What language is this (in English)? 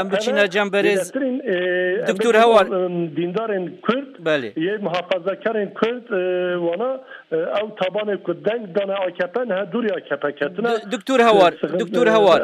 Kurdish